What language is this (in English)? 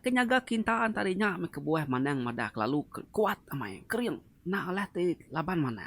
Iban